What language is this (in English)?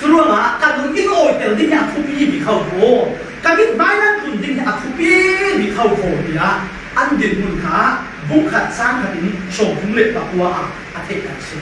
Falam Chin